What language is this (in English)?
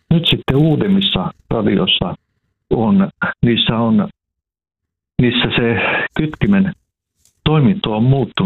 Finnish